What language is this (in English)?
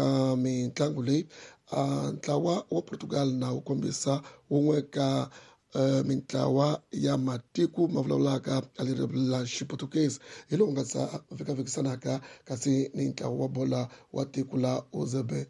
Tsonga